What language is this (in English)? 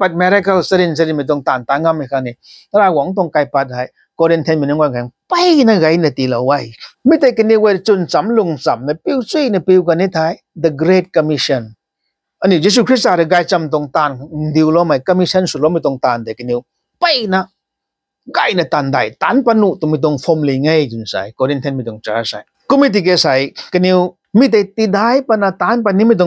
Rongmei Naga